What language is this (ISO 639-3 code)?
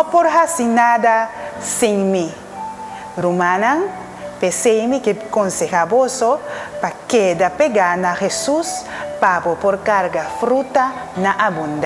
pap